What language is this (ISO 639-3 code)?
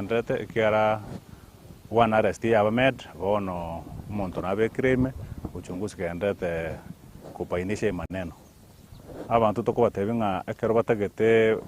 guz